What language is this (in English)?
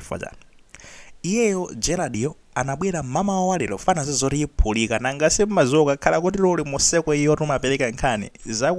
Nyanja